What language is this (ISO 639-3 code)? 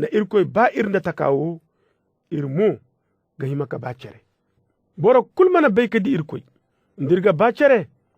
dje